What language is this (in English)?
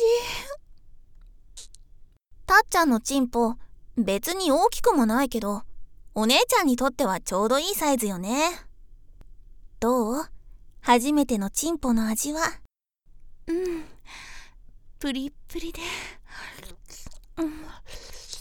Japanese